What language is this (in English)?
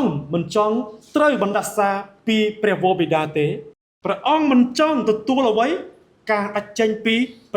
Khmer